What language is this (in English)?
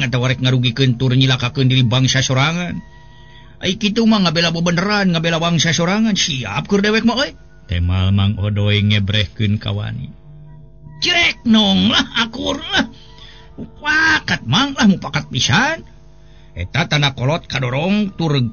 Sundanese